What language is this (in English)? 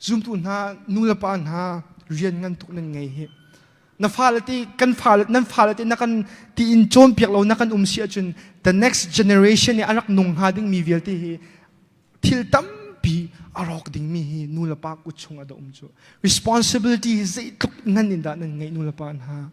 Hakha Chin